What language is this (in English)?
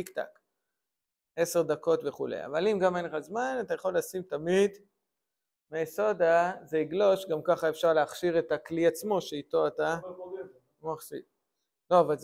Hebrew